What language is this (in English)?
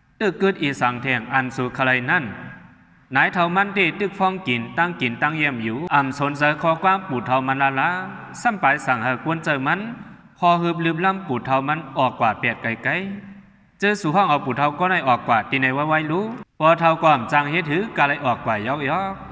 Shan